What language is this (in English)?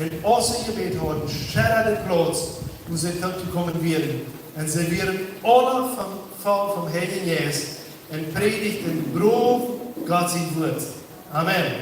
Plautdietsch